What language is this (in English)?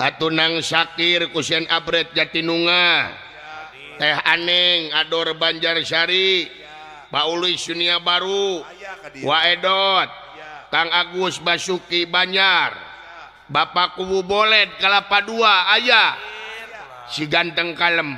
Sundanese